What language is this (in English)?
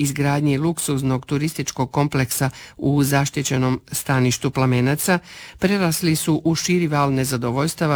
Croatian